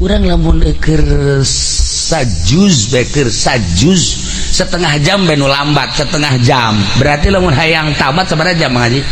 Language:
Sundanese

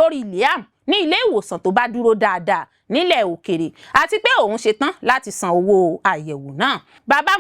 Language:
Yoruba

